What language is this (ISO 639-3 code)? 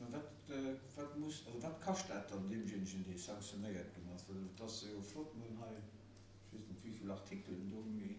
ltz